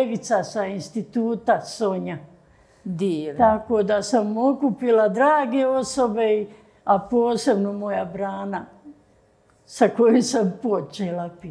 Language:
Bosnian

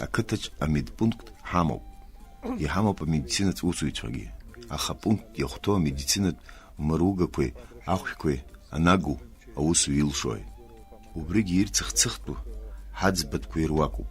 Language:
Abkhazian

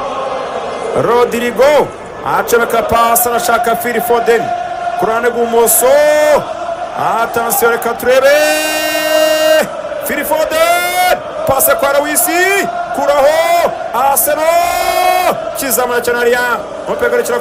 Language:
Kinyarwanda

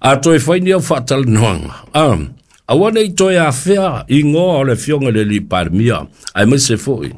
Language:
Samoan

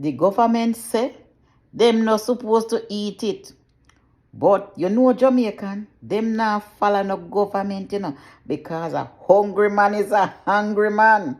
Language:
Jamaican Creole English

